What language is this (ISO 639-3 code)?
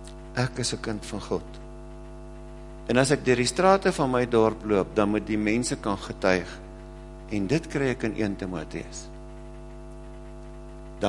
afr